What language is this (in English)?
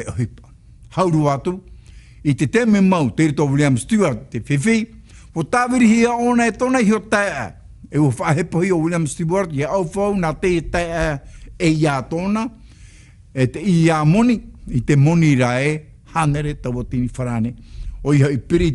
Tahitian